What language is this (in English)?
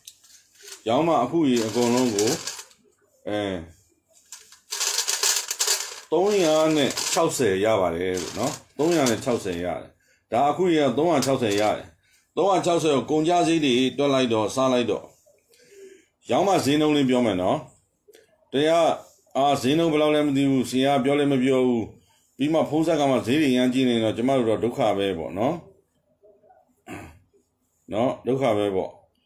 Burmese